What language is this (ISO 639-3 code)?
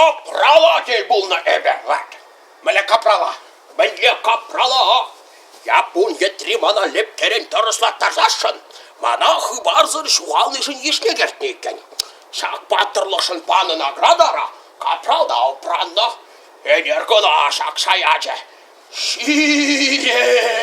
chv